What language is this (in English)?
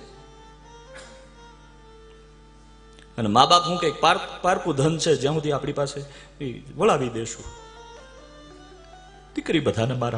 Gujarati